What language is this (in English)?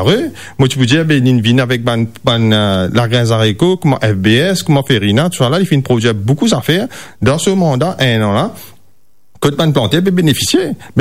Morisyen